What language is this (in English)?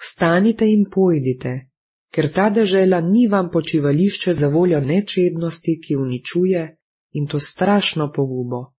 Slovenian